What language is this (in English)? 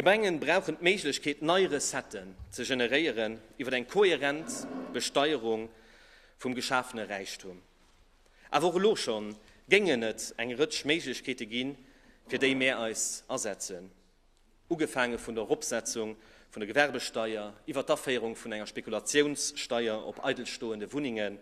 Luxembourgish